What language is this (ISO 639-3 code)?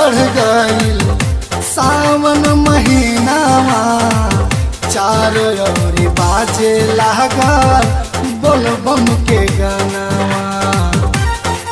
bho